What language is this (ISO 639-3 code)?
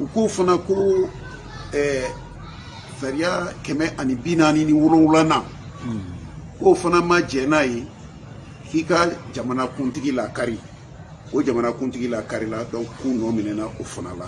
bam